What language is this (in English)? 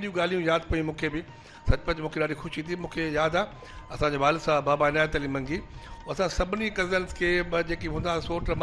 Sindhi